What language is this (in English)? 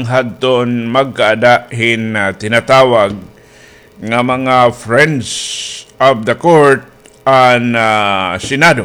Waray